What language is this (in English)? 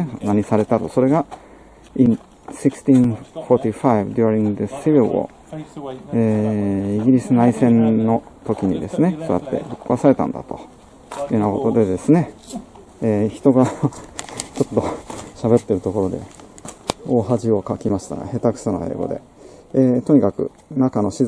Japanese